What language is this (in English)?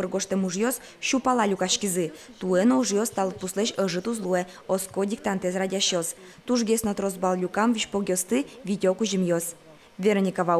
Udmurt